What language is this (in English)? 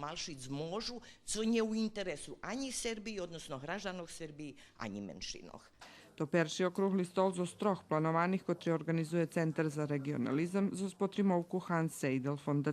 Rusyn